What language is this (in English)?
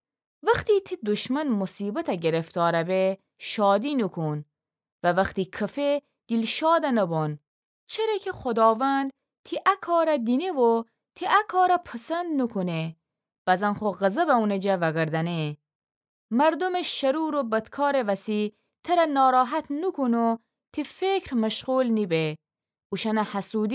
Gilaki